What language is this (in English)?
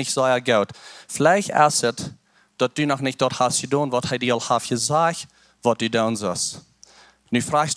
Plautdietsch